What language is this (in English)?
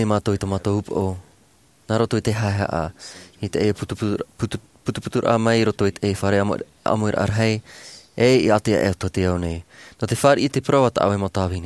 Tahitian